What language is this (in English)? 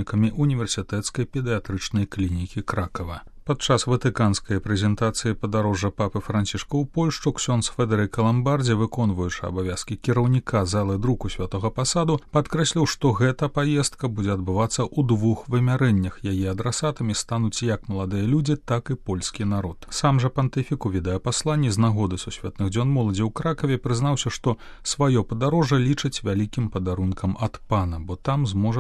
Belarusian